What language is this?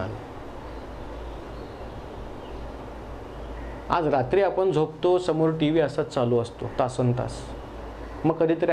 Marathi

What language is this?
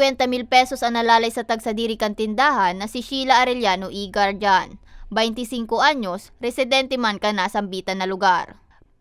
Bikol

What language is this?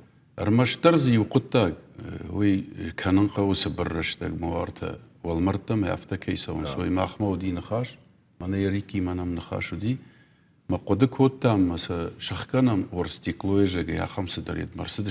Ossetic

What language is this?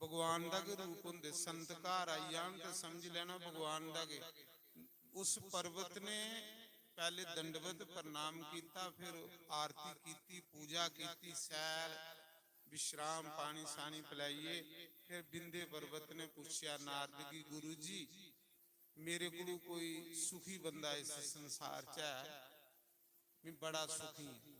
Dogri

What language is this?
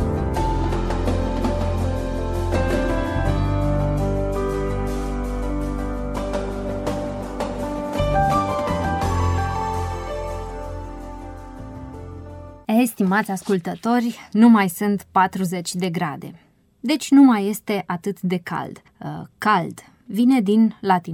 Romanian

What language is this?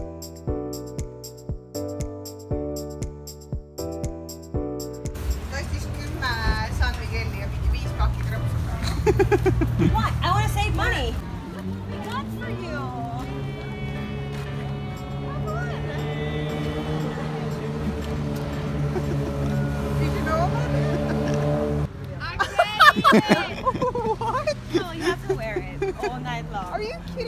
Estonian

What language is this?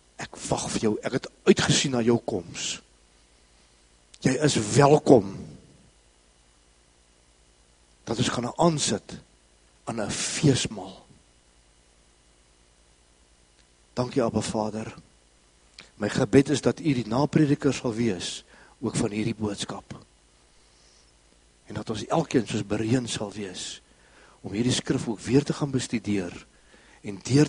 Afrikaans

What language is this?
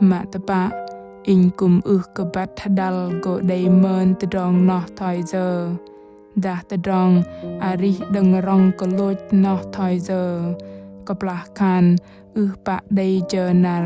Bahnar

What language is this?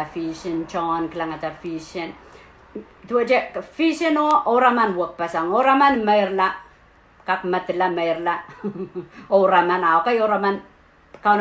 Pohnpeian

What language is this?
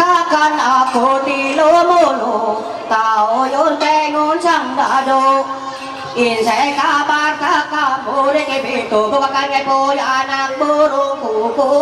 Ma'anyan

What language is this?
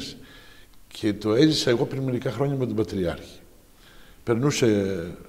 Greek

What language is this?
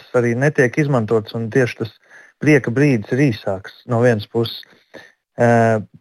Latvian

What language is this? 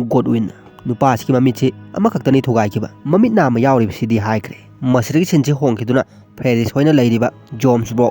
Manipuri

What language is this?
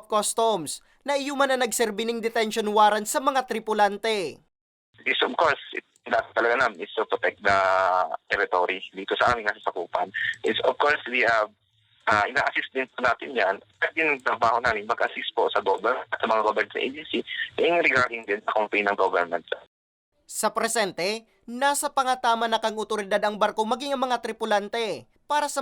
Bikol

